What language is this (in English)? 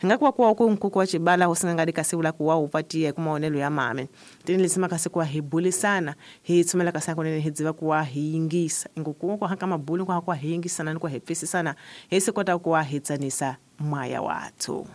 Tsonga